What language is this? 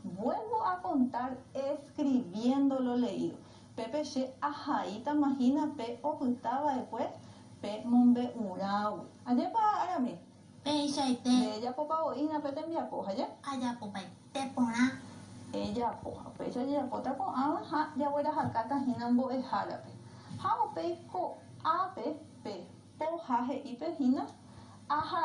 Guarani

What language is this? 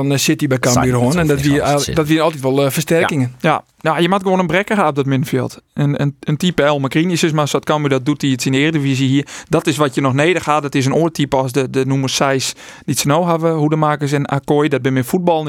Western Frisian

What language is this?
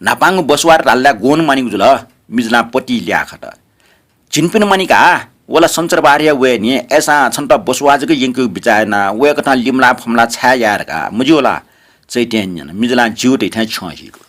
Newari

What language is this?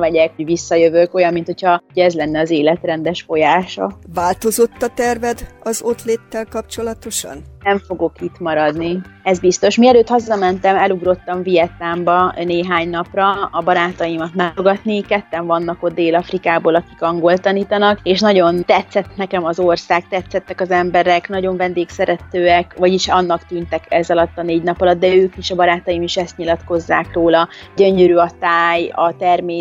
Hungarian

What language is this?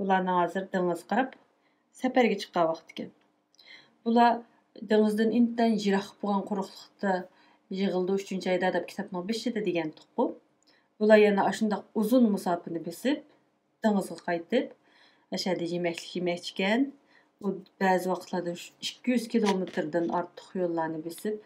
Uyghur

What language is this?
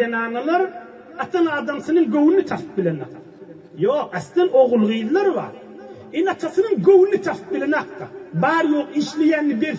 Turkmen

